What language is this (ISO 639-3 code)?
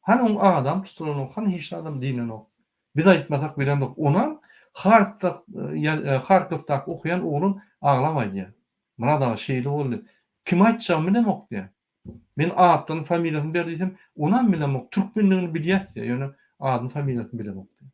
tuk